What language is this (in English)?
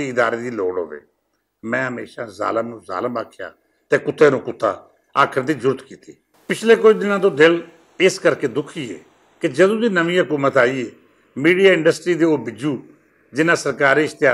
Western Panjabi